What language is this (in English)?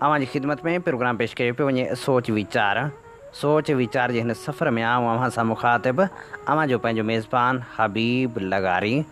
Sindhi